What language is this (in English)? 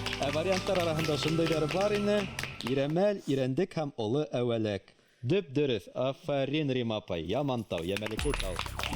Bashkir